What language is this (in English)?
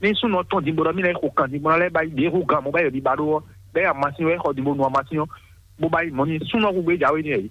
Fon